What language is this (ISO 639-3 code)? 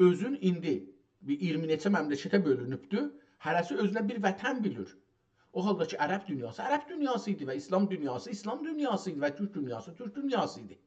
azb